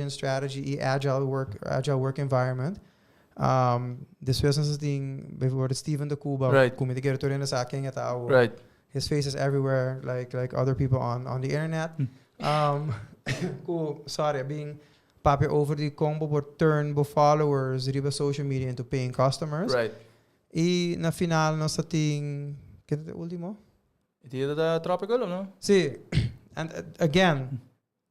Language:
Papiamento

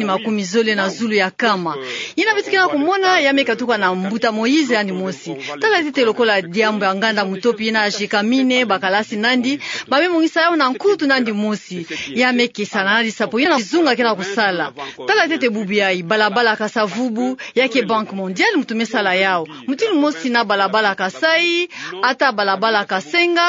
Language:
Kituba (Democratic Republic of Congo)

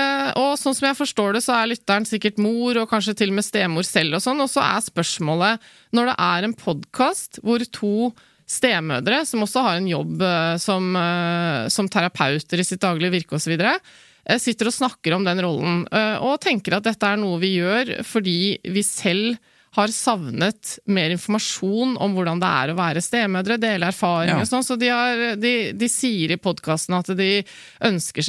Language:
Norwegian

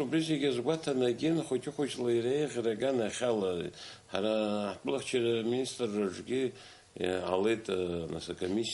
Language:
Abkhazian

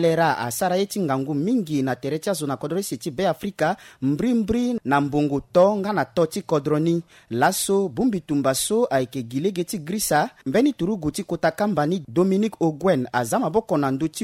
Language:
Sango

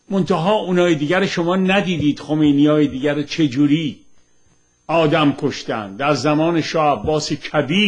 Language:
Persian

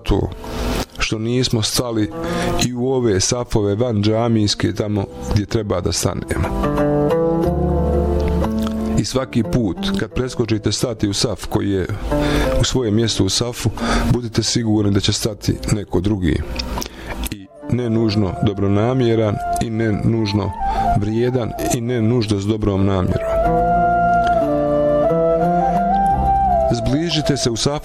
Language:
Bosnian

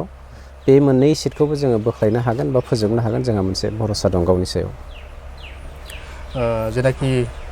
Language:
Bodo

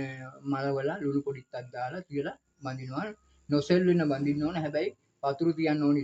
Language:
Sinhala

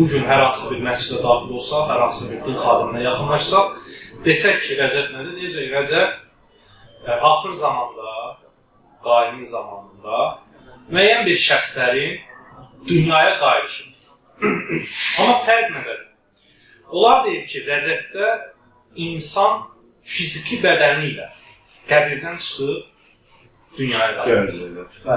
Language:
Azerbaijani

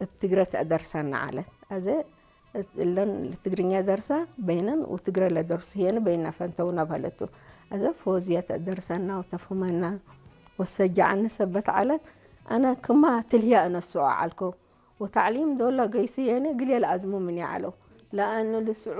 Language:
Tigre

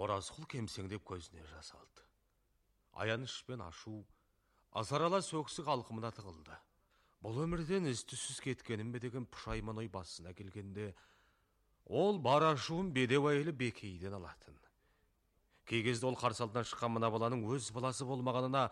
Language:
Kazakh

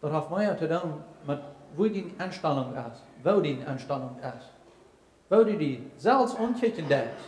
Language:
Plautdietsch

